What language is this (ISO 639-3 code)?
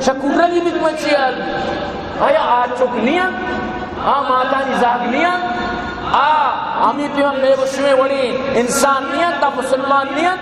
bgp